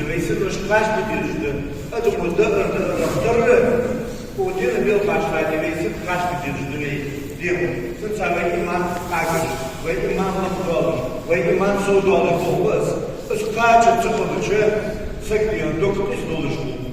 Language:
Ingush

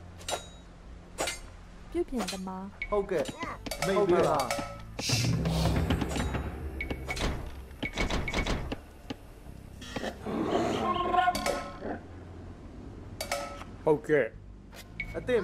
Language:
Burmese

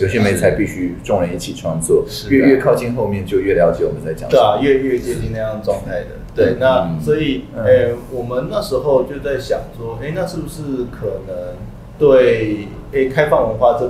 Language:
Chinese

